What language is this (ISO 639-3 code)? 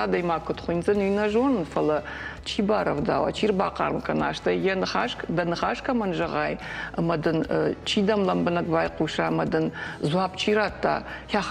oss